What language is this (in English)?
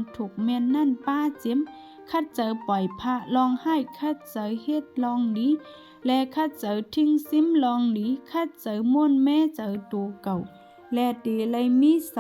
Shan